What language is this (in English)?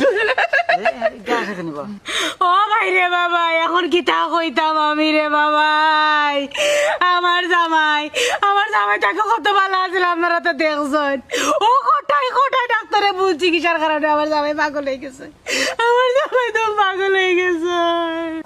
Sylheti